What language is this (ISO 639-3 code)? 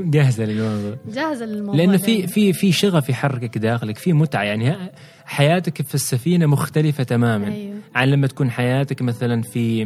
afb